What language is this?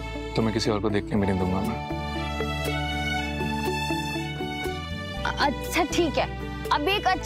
Hindi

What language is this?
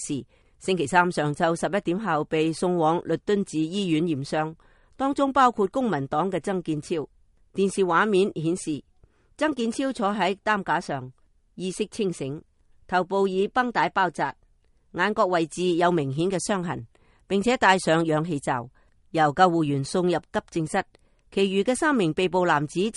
Cantonese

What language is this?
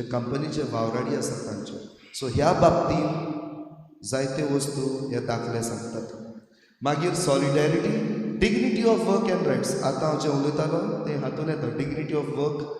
Konkani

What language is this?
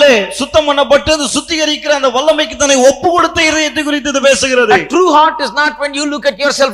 Tamil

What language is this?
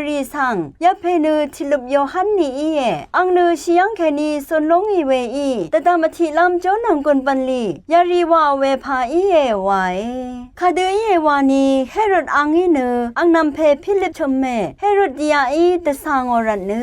Rawang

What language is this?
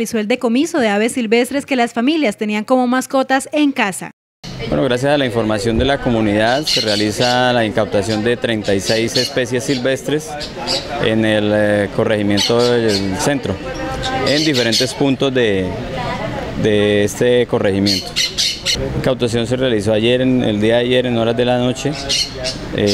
Spanish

